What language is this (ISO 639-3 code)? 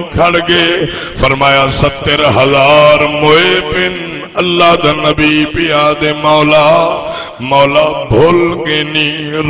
skr